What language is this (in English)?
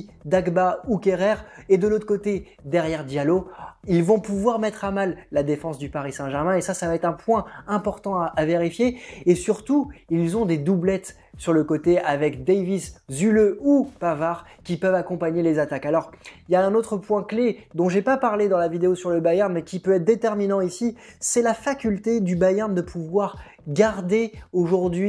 French